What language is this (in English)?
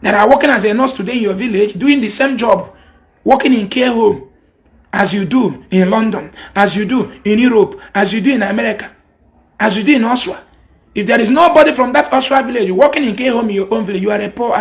Igbo